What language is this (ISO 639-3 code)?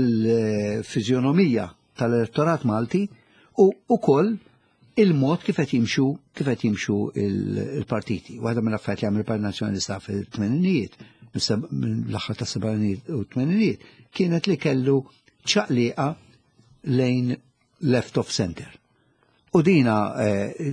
mlt